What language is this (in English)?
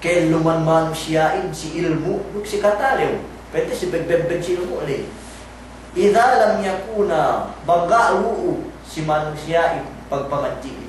Yakan